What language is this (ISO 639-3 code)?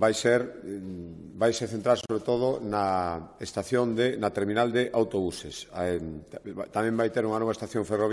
glg